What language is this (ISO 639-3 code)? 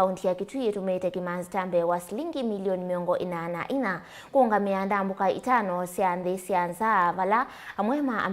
kam